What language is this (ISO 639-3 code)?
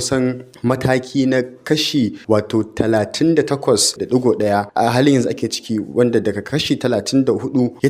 hau